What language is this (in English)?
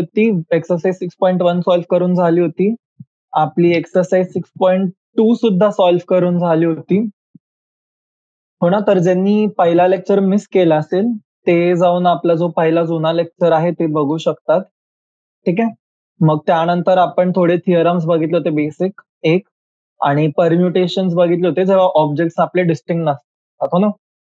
Marathi